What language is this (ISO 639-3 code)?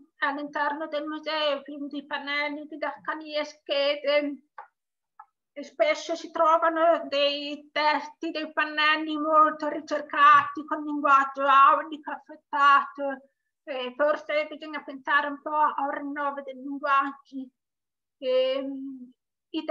ita